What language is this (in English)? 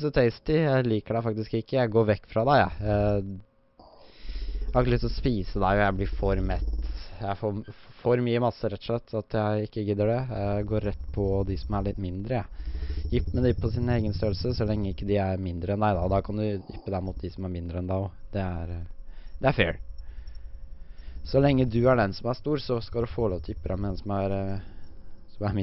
Norwegian